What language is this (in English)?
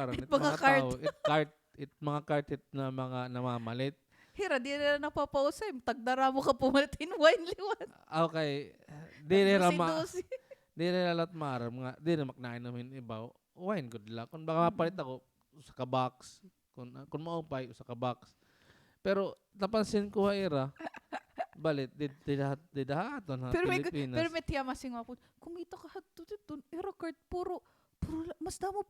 Waray